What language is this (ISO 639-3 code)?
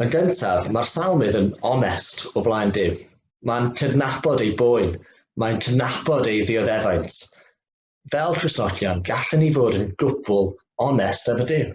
cym